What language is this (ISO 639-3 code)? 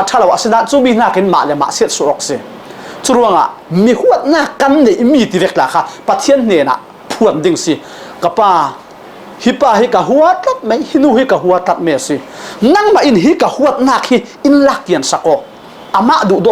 cfm